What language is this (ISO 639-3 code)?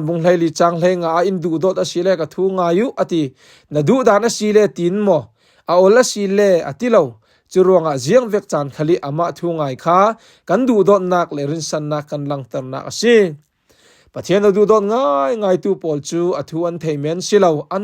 cfm